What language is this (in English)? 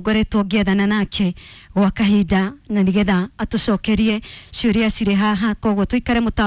Kikuyu